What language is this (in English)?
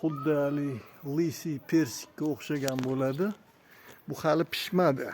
Uzbek